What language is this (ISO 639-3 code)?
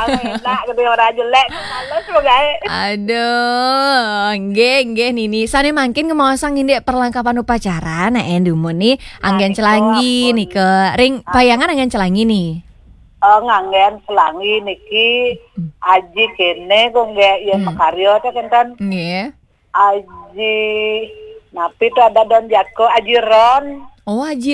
ban